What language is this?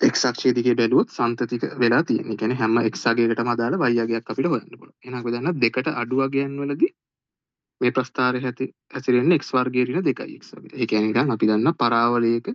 Sinhala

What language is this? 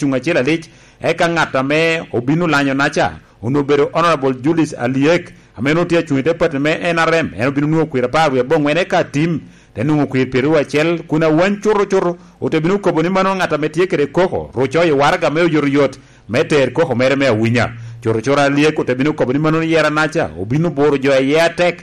Lango (Uganda)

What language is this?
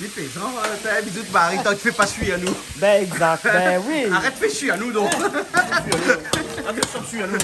Réunion Creole French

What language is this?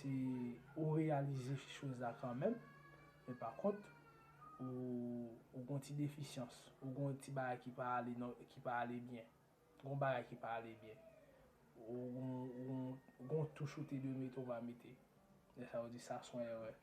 Haitian Creole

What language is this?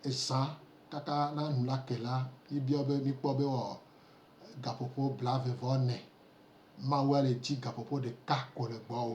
Gen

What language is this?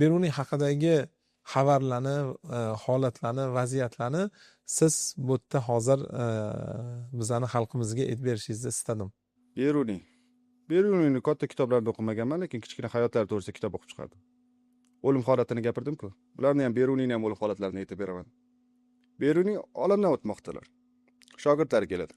Uzbek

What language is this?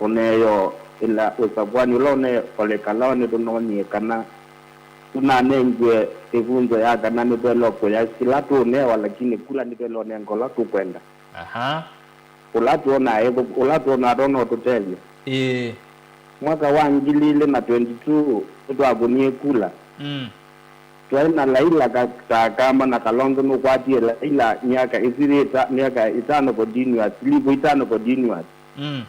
Kamba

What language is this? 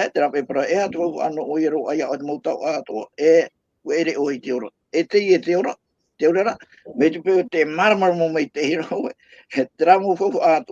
Tahitian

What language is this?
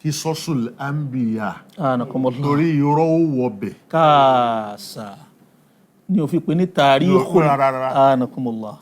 Yoruba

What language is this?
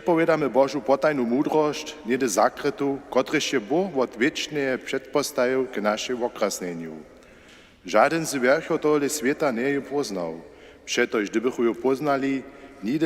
Upper Sorbian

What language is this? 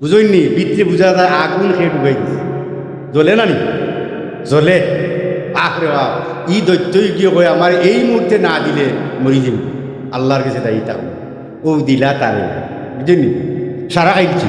Sylheti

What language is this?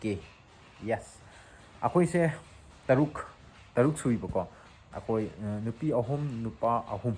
Manipuri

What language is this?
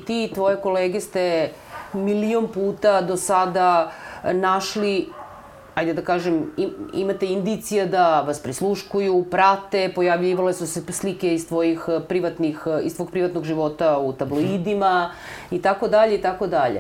Serbian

